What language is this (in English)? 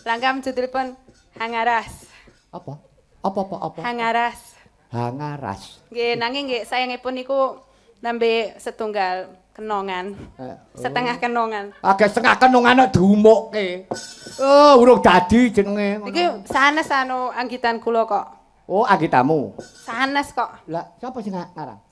Javanese